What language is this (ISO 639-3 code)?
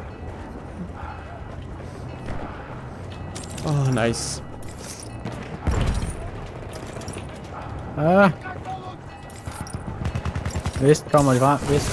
dan